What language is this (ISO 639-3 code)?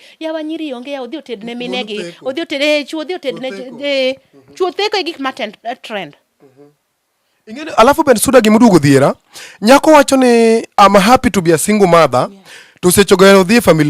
luo